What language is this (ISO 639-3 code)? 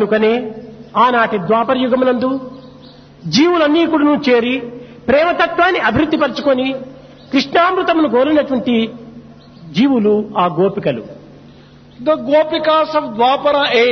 tel